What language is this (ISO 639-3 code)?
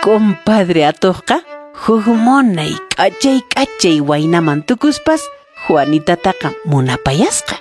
que